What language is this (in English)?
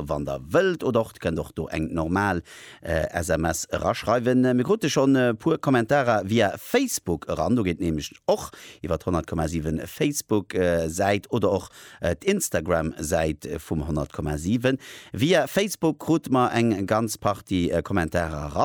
Luxembourgish